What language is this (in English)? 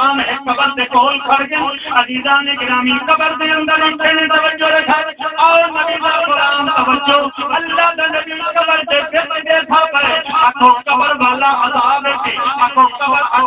Saraiki